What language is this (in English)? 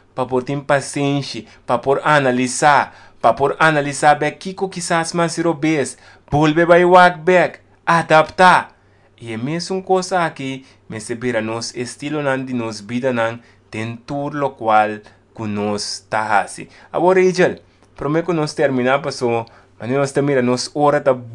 Papiamento